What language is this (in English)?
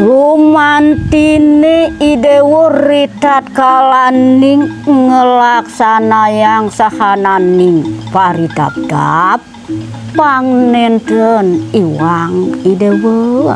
Balinese